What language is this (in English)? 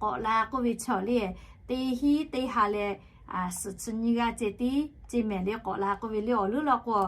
Lahu